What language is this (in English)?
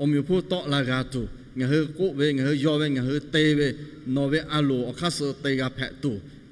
Lahu